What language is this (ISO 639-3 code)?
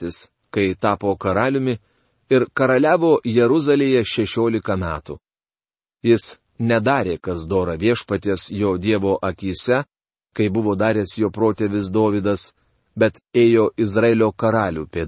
lit